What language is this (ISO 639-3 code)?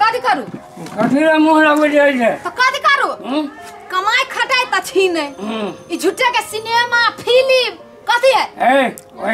mai